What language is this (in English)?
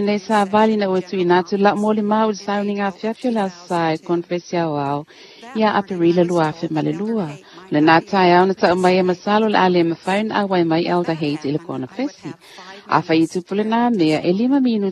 Samoan